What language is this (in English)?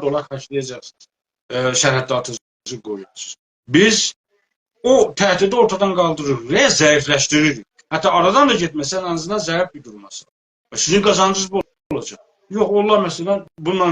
South Azerbaijani